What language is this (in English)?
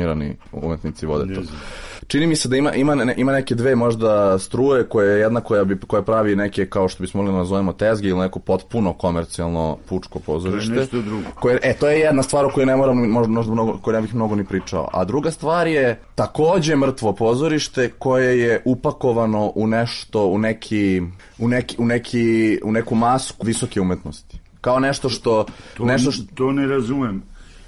Serbian